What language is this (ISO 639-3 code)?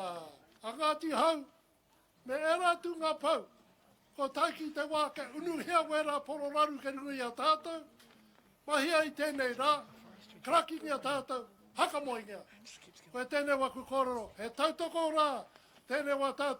mri